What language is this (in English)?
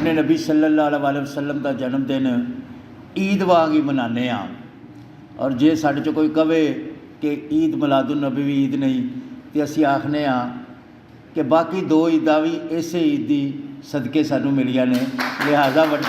Western Panjabi